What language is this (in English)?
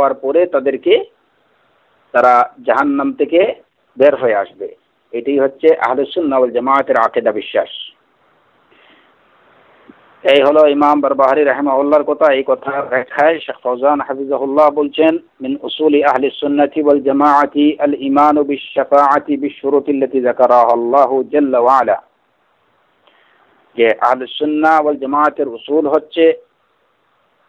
Bangla